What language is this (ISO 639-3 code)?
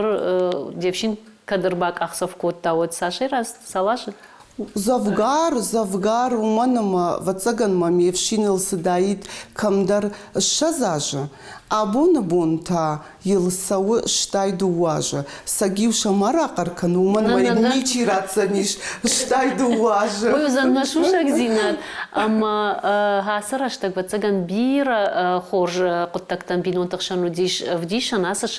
oss